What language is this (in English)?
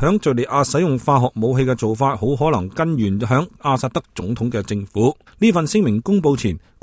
Cantonese